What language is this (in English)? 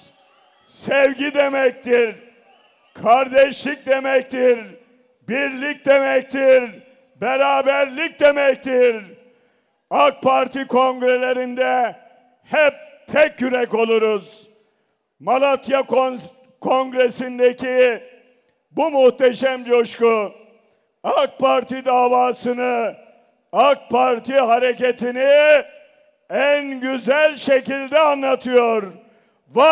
Turkish